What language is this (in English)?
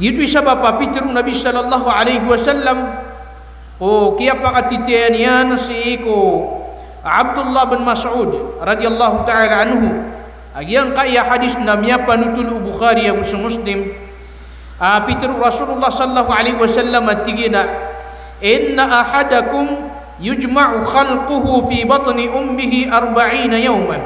Maranao